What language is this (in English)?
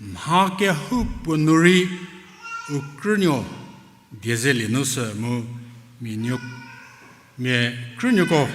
Angami Naga